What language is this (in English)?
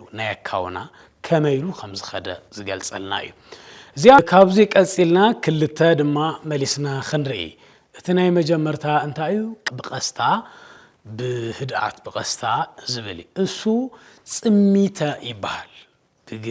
Tigrinya